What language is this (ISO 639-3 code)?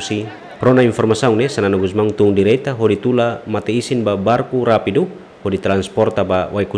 tet